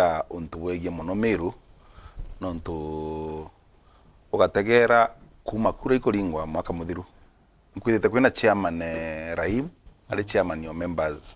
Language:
Meru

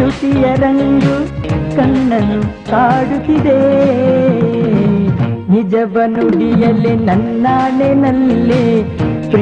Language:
Kannada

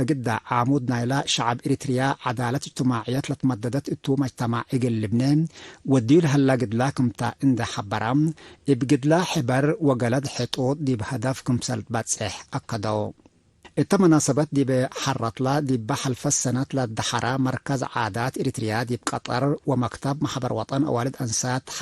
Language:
Tigre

